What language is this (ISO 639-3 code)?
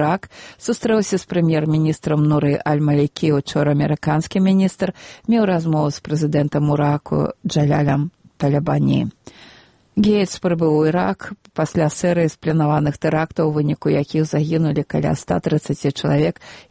bel